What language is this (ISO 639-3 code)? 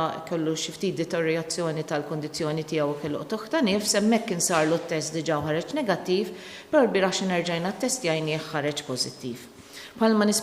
mlt